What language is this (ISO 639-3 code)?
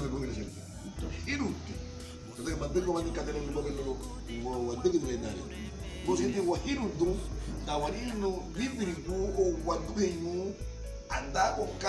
cab